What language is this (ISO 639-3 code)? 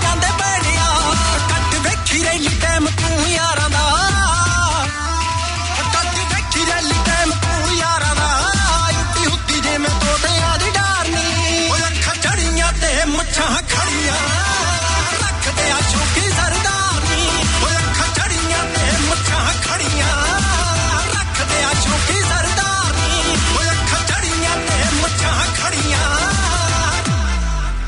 pan